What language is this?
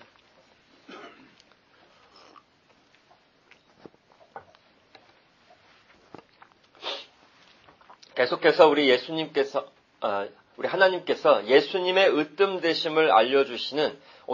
Korean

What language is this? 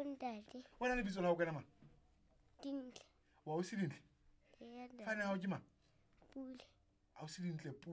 Southern Sotho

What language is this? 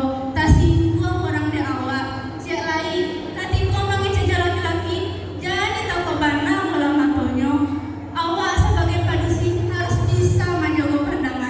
Minangkabau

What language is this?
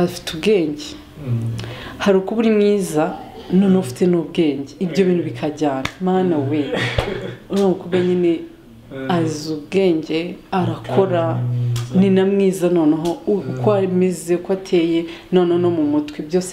Kinyarwanda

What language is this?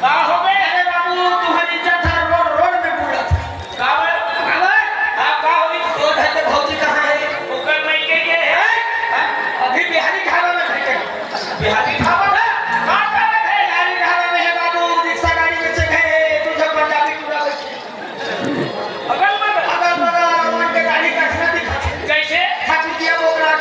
Chhattisgarhi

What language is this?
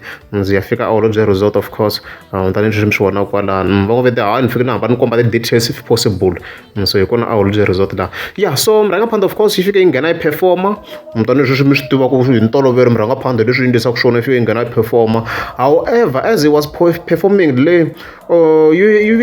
Tsonga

